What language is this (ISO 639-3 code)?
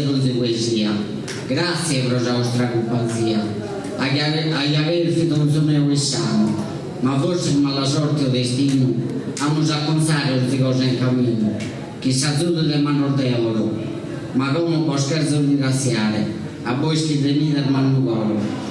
srd